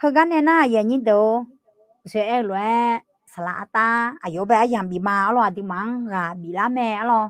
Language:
Akha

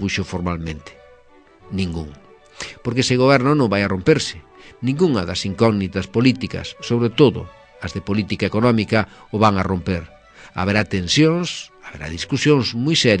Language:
Galician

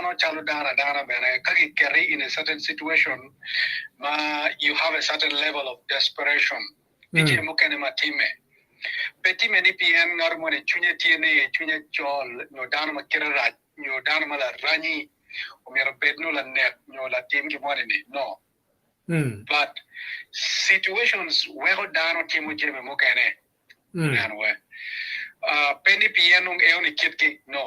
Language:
Acoli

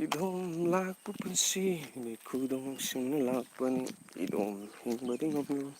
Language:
Manipuri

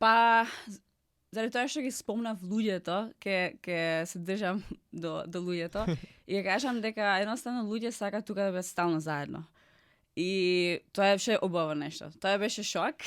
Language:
Macedonian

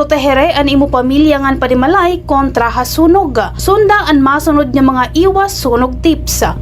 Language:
Waray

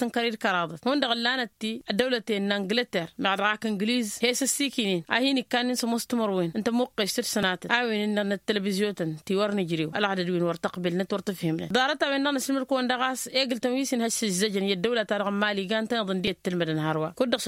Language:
Tamasheq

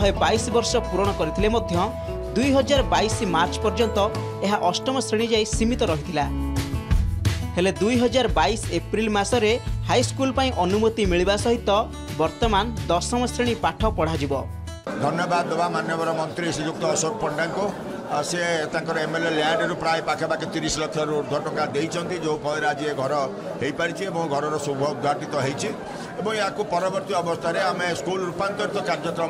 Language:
Odia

